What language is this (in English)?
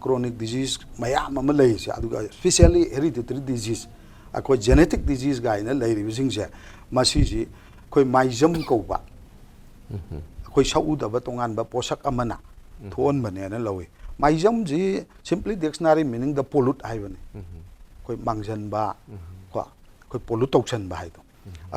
Manipuri